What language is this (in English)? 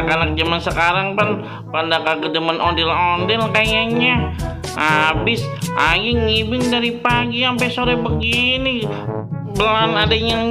Betawi